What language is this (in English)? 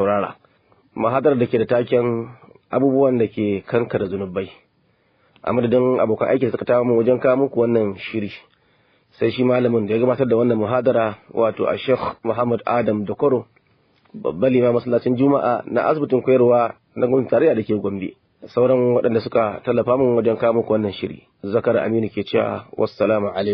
Hausa